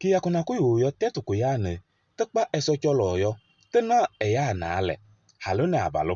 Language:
Kabiyè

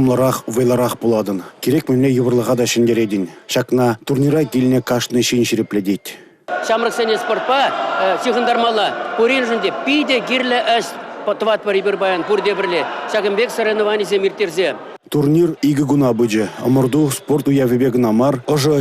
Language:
Chuvash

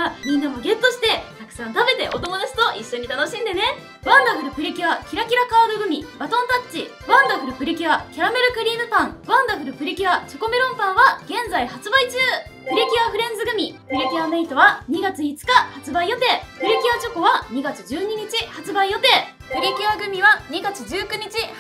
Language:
Japanese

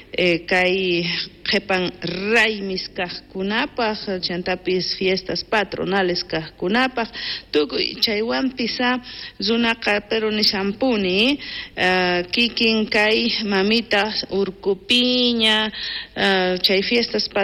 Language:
South Bolivian Quechua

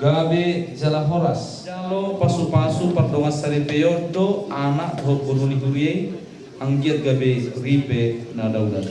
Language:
Batak Toba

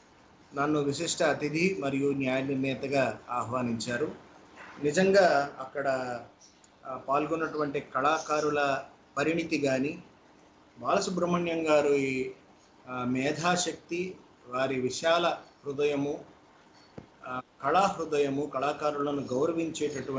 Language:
Telugu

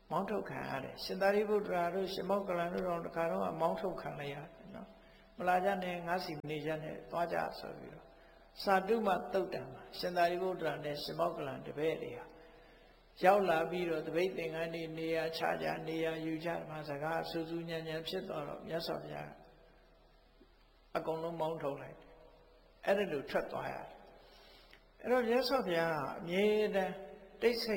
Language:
Burmese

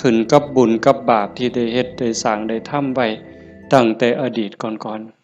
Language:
Northeastern Thai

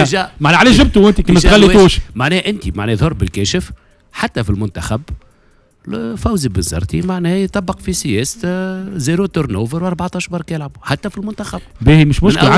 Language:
Tunisian Arabic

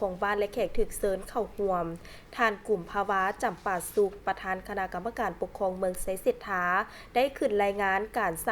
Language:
Lao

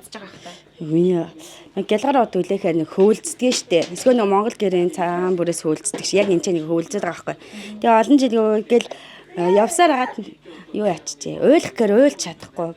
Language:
Mongolian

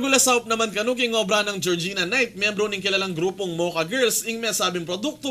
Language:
Pampanga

